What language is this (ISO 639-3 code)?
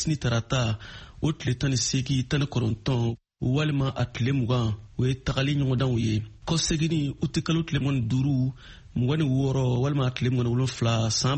bam